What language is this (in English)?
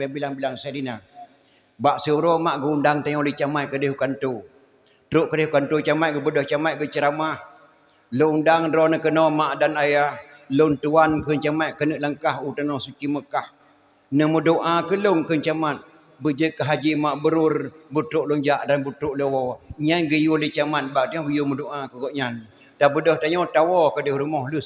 Achinese